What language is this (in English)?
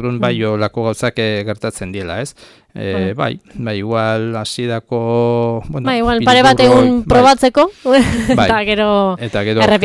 Basque